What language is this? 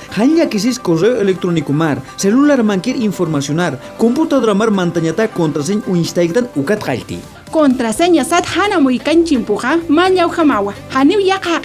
Aymara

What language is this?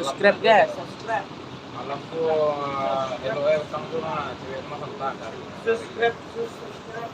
Minangkabau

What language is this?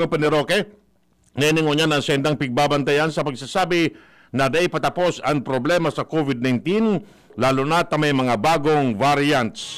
Bikol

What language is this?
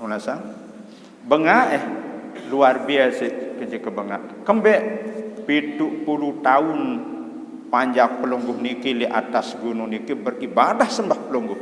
Sasak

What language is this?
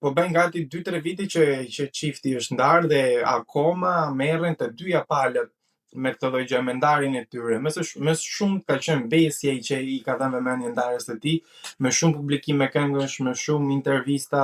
Albanian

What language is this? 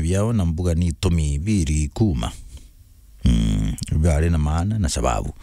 Meru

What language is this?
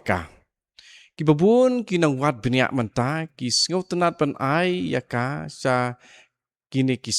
Khasi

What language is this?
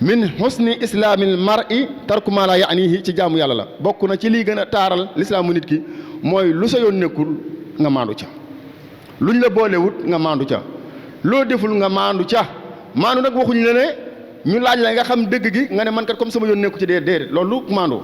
Wolof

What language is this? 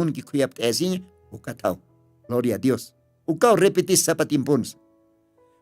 Aymara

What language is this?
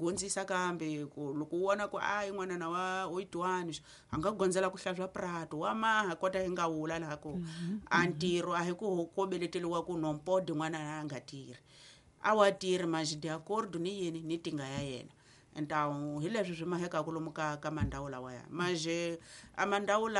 Tsonga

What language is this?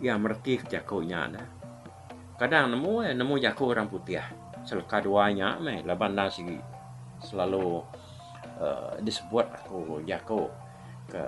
Iban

